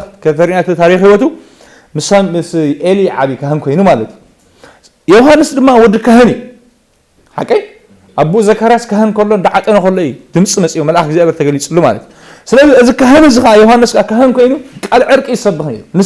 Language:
Tigrinya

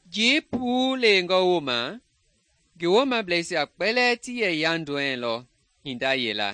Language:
Mende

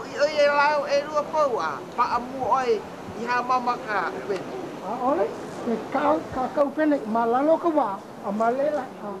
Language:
Hawaiian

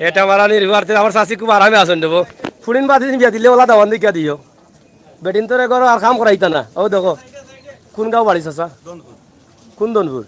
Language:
Sylheti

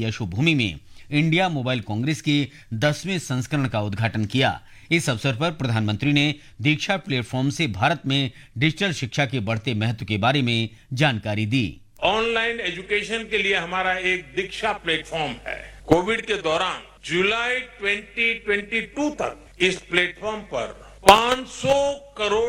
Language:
Hindi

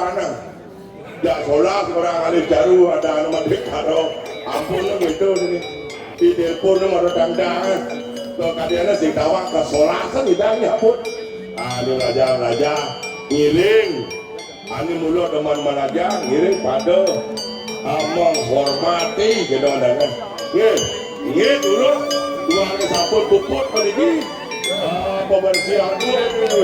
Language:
Balinese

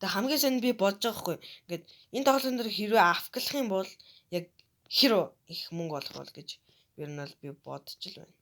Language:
Mongolian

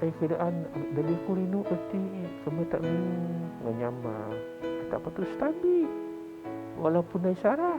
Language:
Biatah Bidayuh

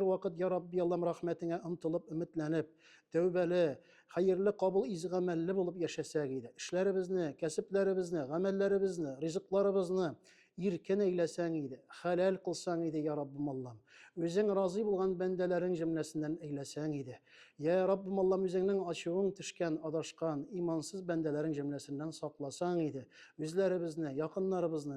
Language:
Tatar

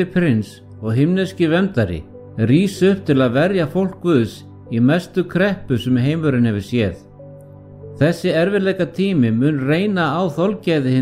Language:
Icelandic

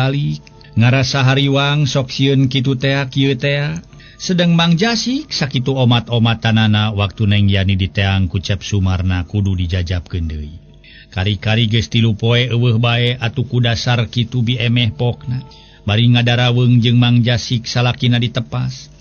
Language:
Sundanese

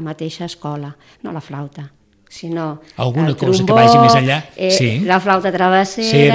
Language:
Catalan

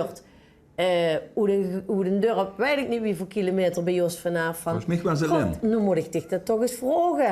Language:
Limburgish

